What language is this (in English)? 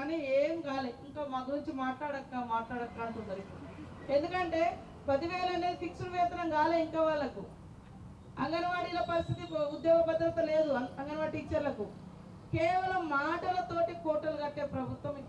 Telugu